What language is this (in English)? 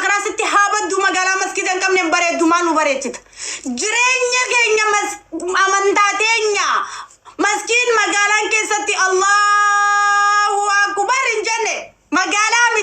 Oromo